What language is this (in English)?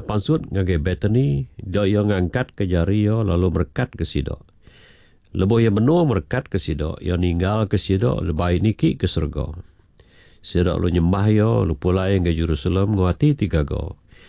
Iban